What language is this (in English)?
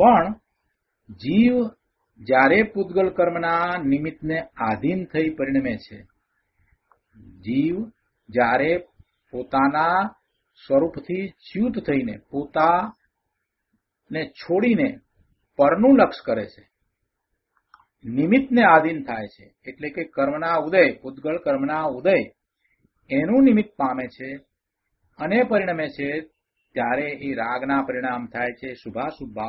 Gujarati